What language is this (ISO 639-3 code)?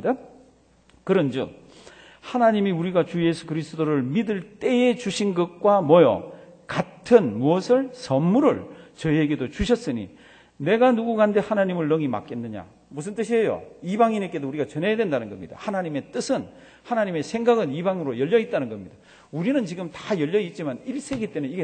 kor